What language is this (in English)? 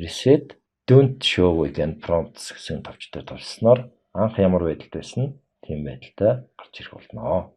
Mongolian